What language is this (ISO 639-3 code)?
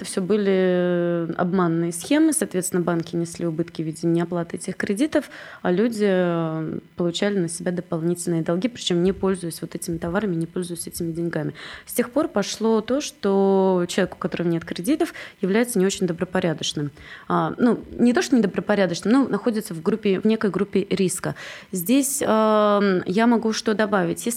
rus